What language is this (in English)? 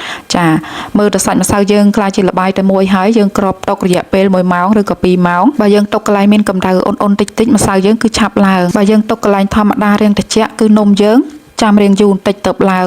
Khmer